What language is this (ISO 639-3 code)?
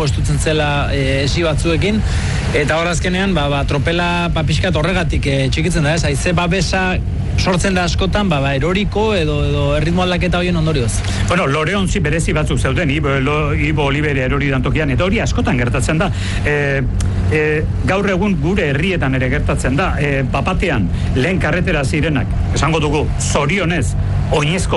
eus